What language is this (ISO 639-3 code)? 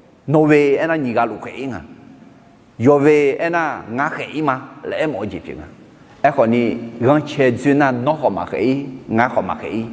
ahk